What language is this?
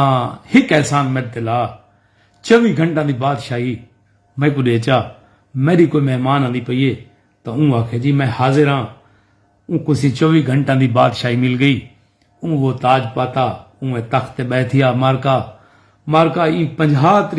Saraiki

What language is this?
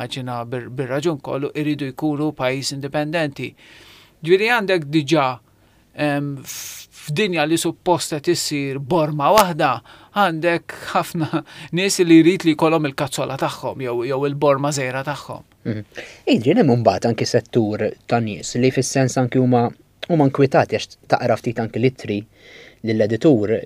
Maltese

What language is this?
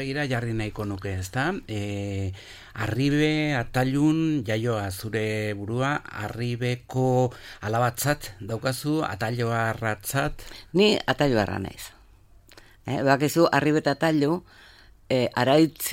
Basque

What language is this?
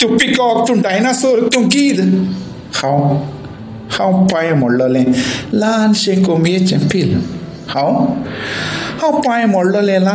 Konkani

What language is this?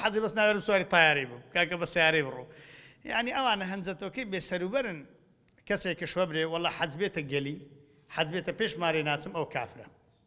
Central Kurdish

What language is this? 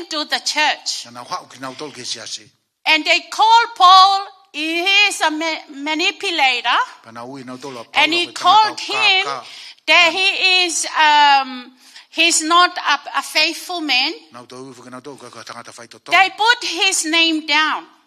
Tongan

